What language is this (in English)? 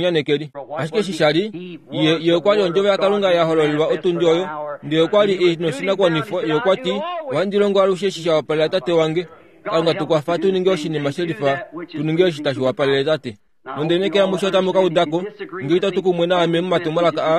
Kuanyama